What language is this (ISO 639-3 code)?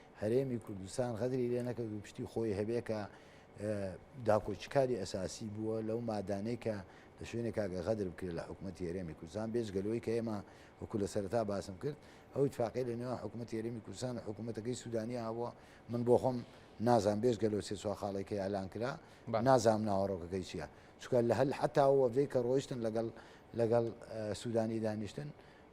ckb